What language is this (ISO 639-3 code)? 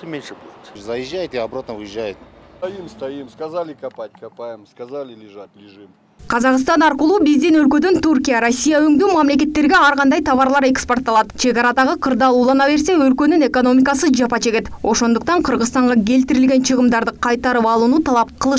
kir